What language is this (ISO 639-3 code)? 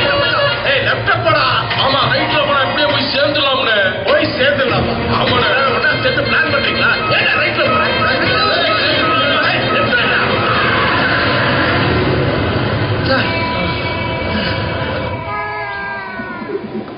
tam